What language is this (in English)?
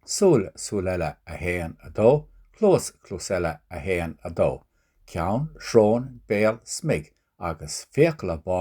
Irish